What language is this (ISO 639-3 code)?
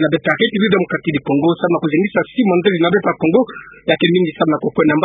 ktu